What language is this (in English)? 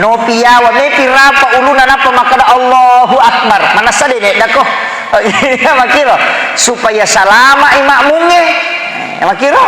Buginese